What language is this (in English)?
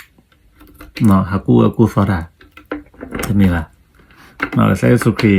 S'gaw Karen